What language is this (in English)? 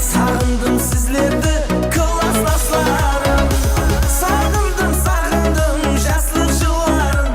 Kara-Kalpak